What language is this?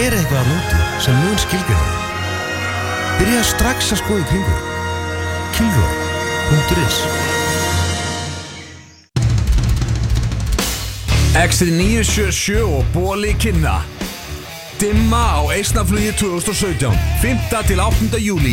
Icelandic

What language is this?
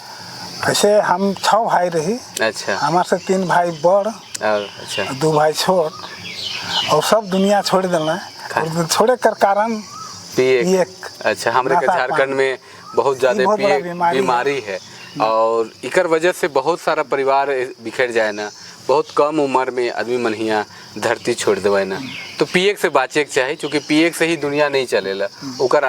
Sadri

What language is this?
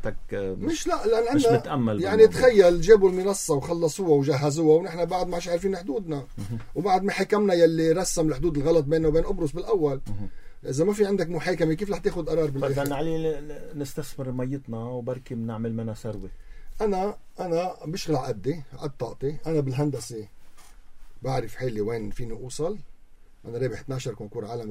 North Levantine Arabic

